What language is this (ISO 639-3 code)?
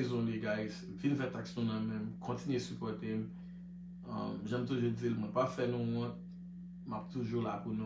hat